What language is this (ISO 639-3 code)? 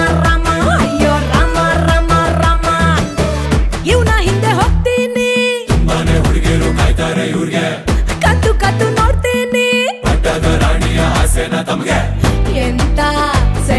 kan